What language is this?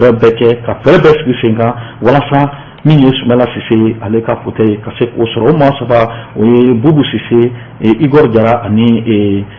Bambara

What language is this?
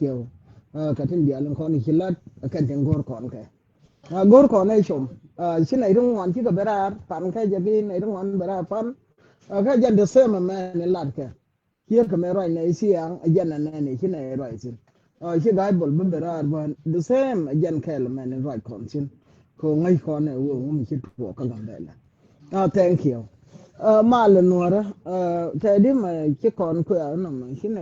Nuer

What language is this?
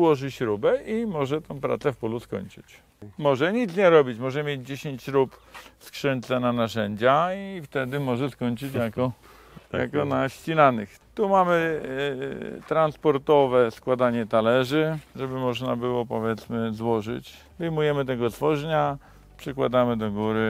Polish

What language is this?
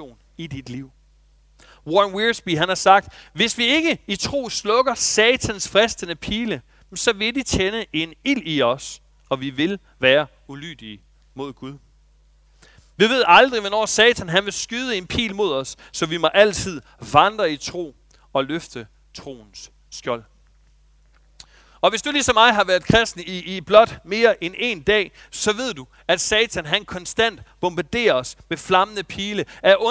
Danish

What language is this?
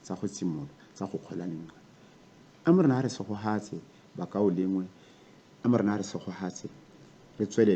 Tswana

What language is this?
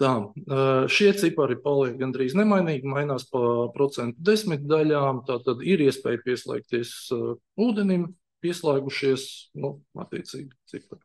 Latvian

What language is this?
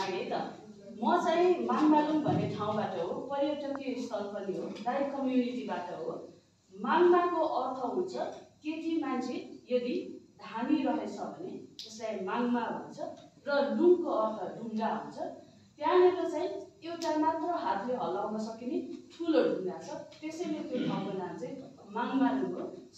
Nepali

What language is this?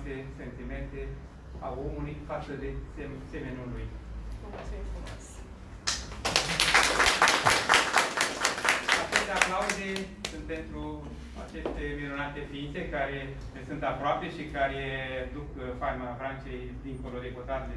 Romanian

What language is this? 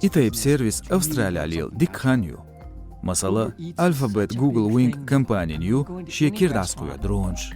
Chechen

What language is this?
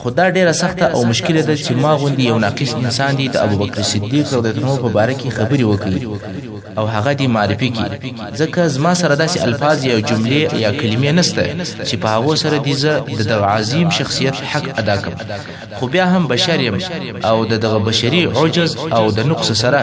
Pashto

